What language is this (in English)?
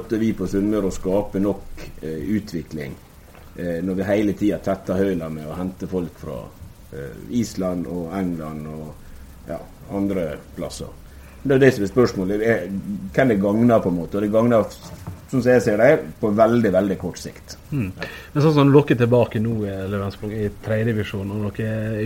Norwegian